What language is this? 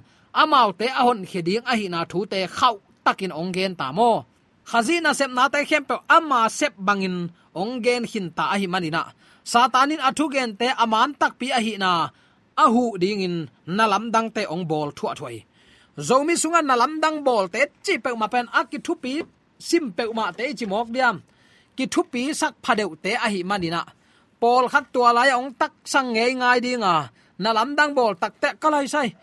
Tedim Chin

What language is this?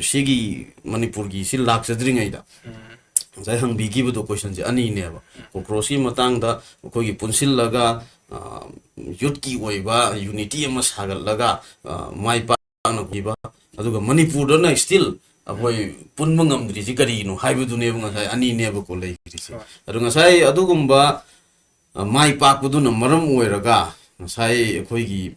Manipuri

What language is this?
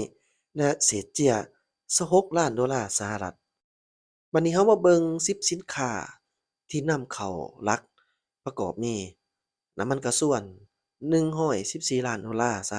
Lao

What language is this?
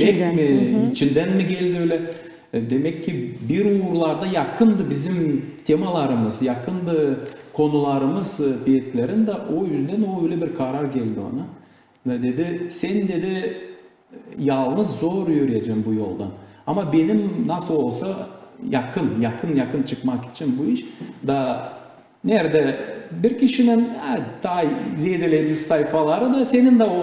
Gagauz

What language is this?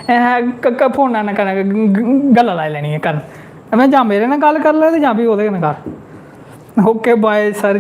Dogri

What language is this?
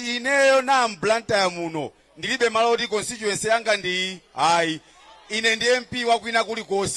Nyanja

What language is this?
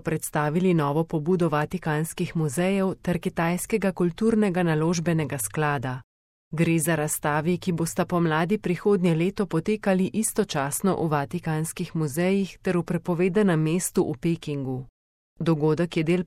Slovenian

